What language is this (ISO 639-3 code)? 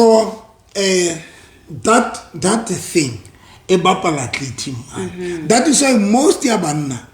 sot